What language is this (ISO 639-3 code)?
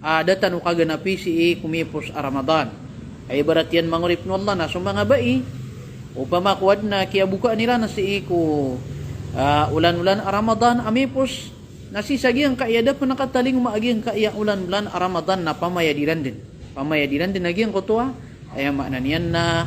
mrw